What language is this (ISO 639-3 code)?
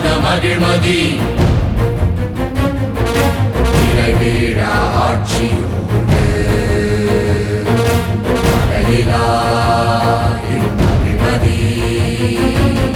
tam